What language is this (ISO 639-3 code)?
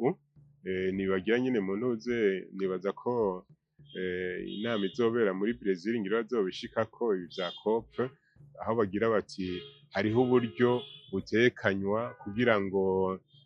run